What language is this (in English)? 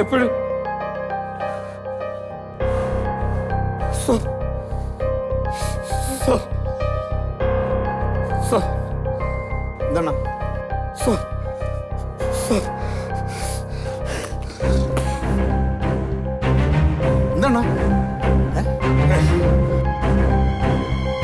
Malayalam